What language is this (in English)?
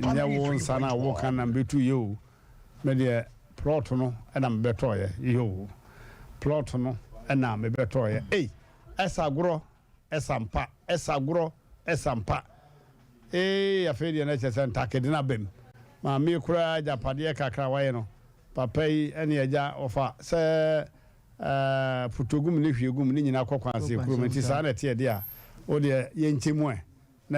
Akan